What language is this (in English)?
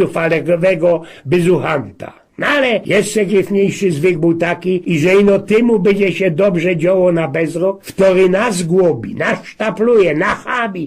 Silesian